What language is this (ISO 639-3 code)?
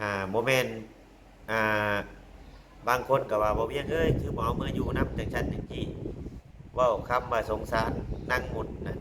lao